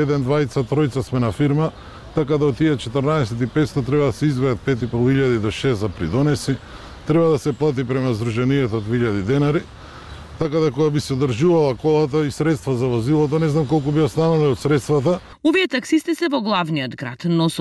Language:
Macedonian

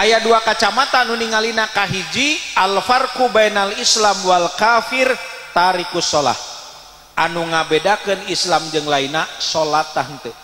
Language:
Sundanese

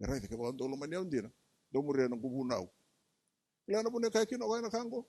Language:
Fijian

